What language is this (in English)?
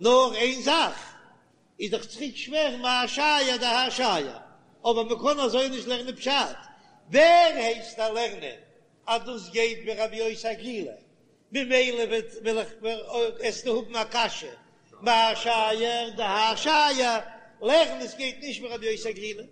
Yiddish